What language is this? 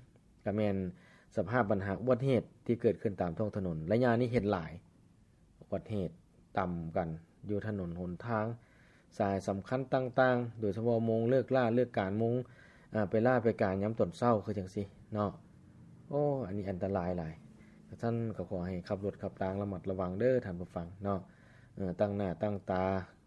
Lao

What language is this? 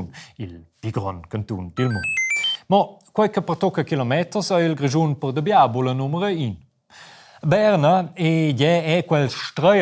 Romansh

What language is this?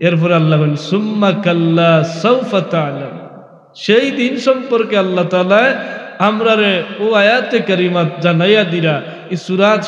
Sylheti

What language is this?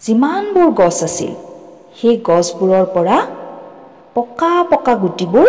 Assamese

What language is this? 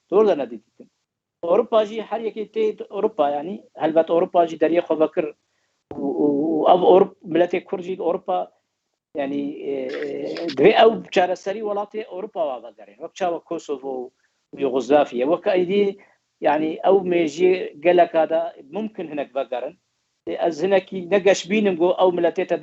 Kurdish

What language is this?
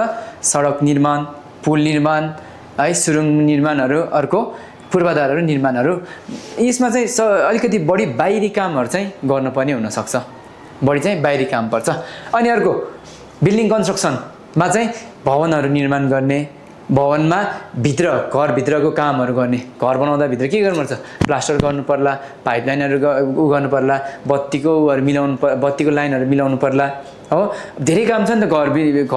Nepali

